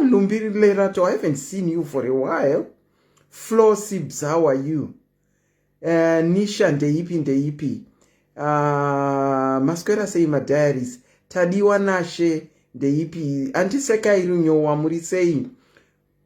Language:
Shona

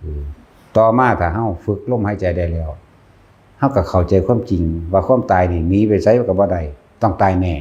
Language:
Northeastern Thai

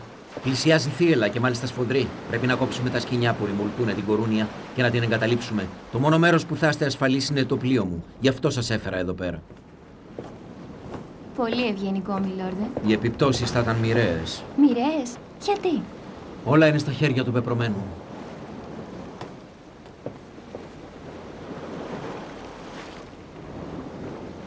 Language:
Greek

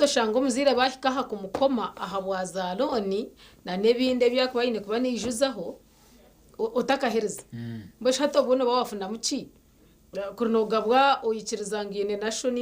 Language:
Nyankole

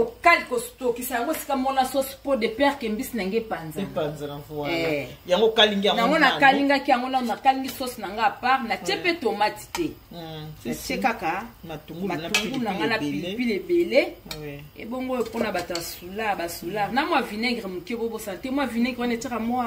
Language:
Lingala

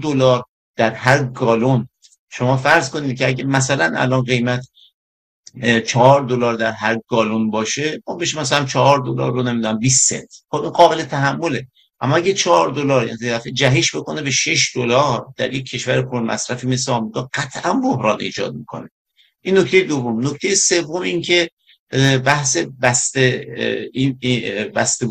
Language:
Persian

